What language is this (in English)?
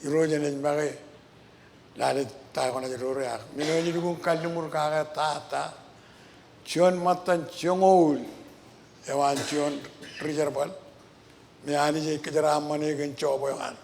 Marshallese